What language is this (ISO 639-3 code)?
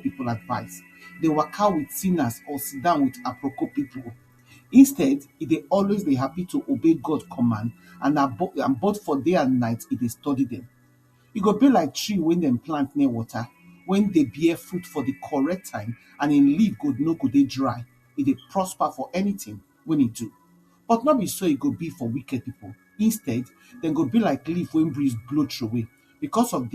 pcm